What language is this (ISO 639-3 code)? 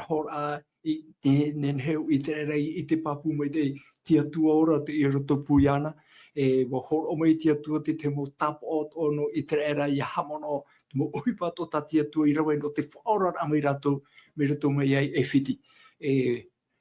tah